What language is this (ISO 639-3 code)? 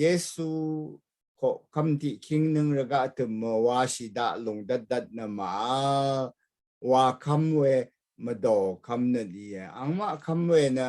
raw